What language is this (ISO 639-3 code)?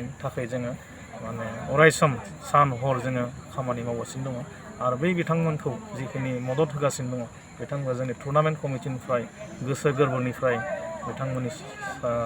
brx